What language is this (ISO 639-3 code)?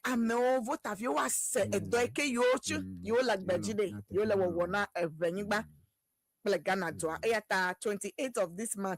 ewe